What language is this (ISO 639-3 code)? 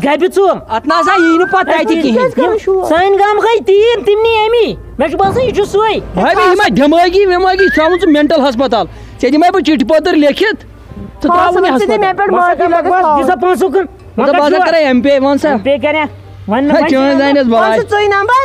kas